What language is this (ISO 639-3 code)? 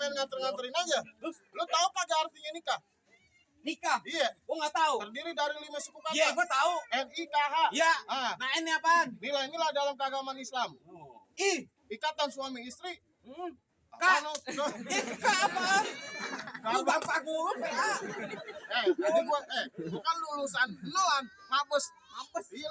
bew